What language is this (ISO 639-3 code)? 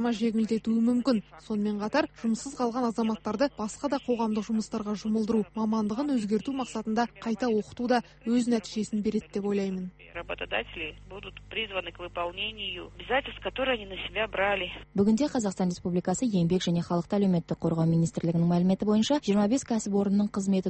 kaz